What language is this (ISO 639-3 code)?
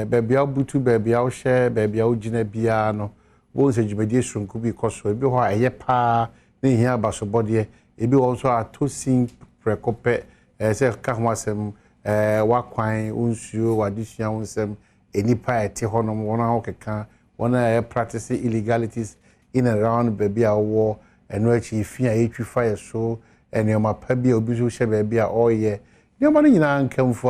aka